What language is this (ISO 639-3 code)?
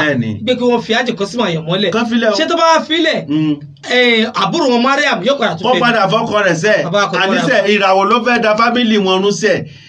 yor